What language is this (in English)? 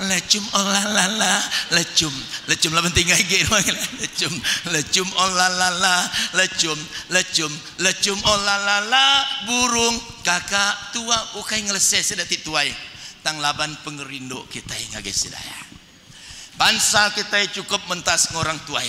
Iban